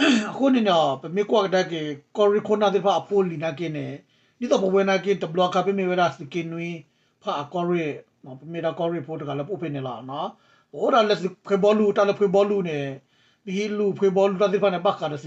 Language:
S'gaw Karen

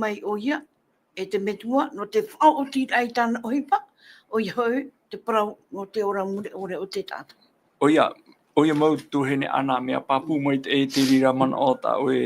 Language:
Tahitian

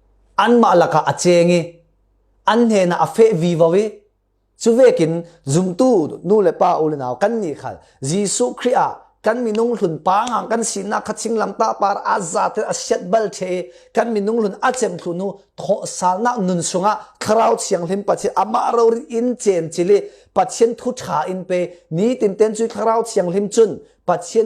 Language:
Falam Chin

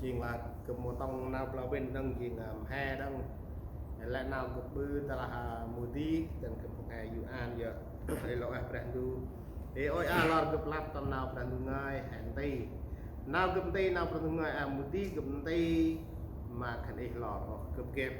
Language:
Central Mnong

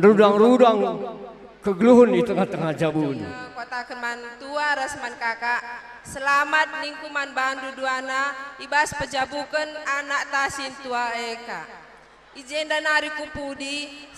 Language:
Batak Karo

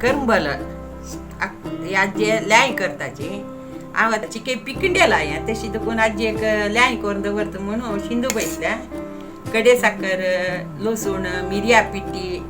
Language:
Konkani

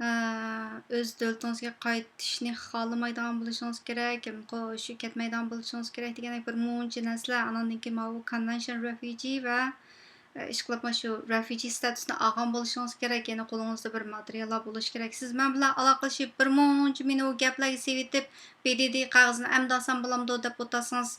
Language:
Uyghur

